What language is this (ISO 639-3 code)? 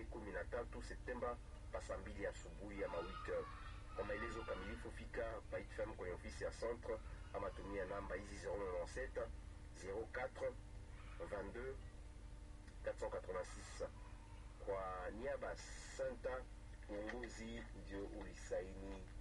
swa